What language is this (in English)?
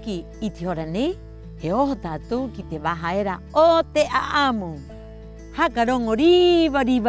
Rapanui